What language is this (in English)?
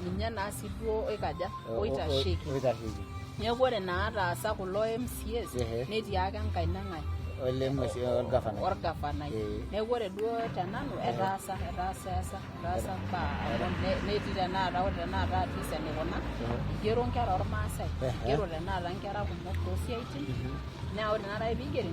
Masai